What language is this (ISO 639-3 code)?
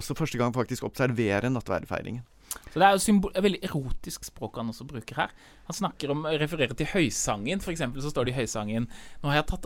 nor